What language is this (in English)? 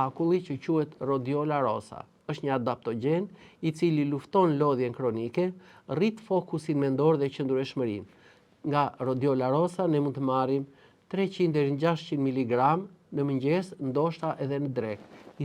Albanian